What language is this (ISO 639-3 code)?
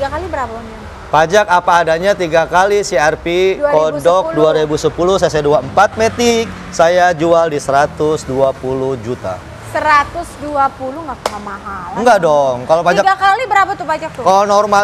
ind